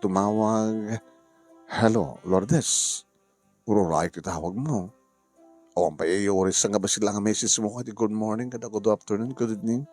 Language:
Iloko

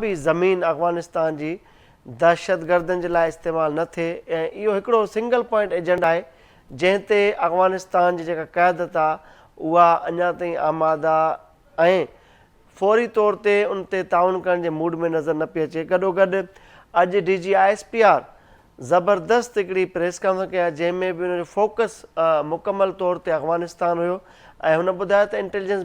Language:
Sindhi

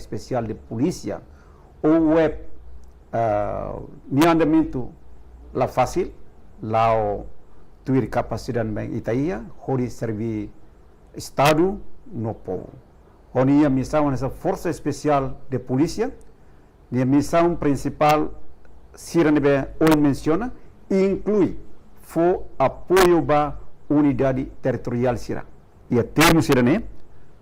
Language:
Tetum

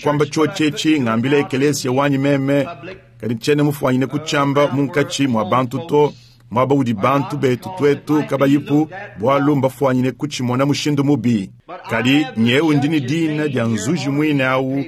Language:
Luba-Lulua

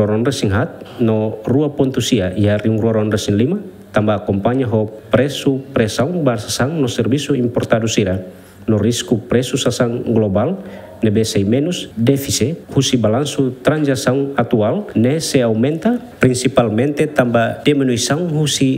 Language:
Tetum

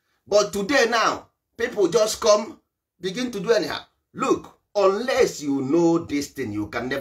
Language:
Igbo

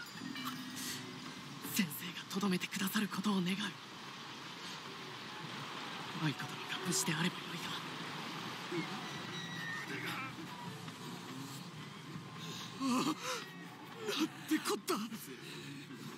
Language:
Japanese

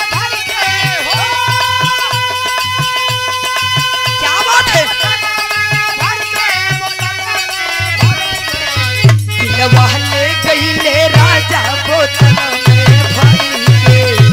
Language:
Bhojpuri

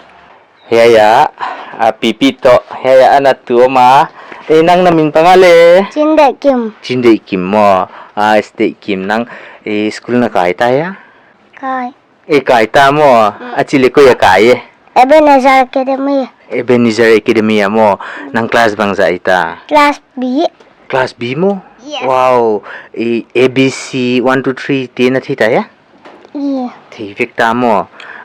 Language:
Paite Chin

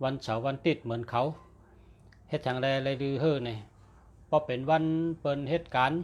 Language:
Shan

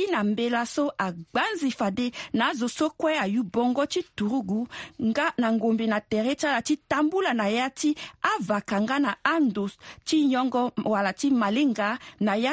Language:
Sango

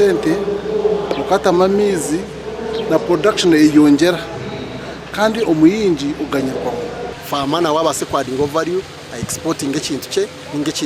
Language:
Nyankole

